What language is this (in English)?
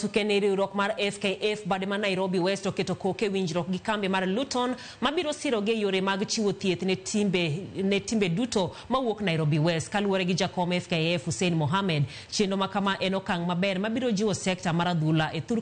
Luo (Kenya and Tanzania)